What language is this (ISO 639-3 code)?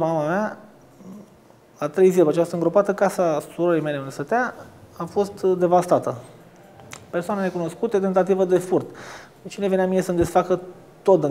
ron